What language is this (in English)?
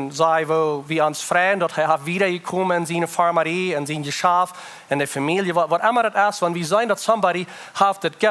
Plautdietsch